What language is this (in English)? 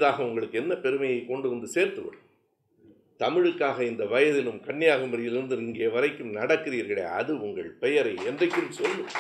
Tamil